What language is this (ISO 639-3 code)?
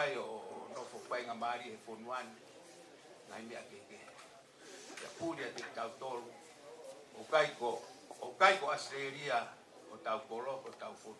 ton